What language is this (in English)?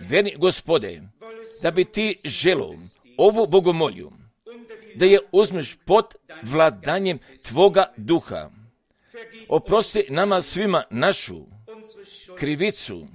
Croatian